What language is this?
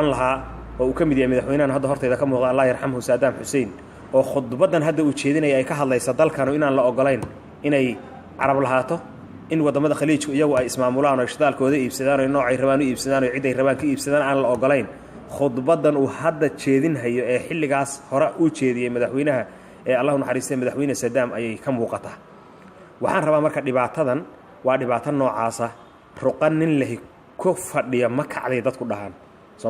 Somali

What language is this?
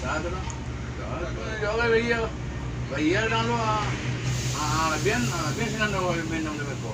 Minangkabau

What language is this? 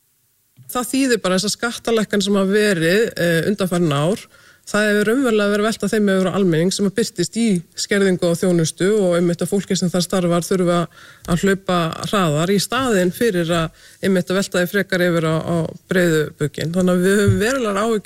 Icelandic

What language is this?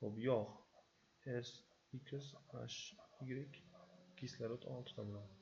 Uzbek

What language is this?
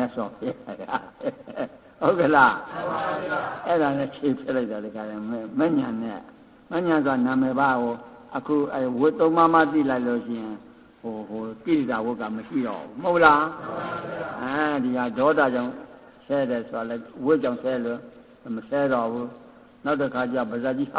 Burmese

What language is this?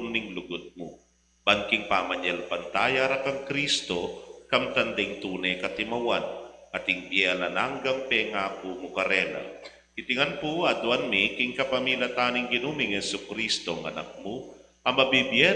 Pampanga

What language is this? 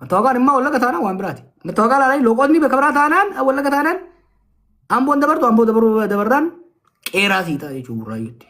Oromo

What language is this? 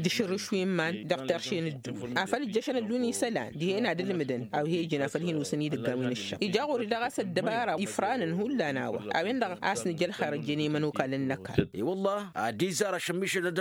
Tamasheq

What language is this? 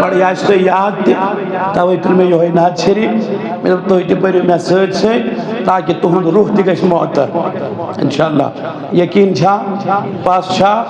Kashmiri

